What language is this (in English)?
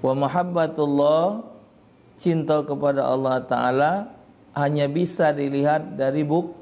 Musi